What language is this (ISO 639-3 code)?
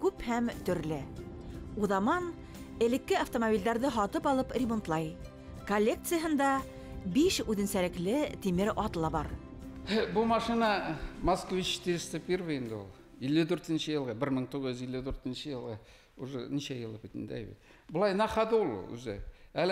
bak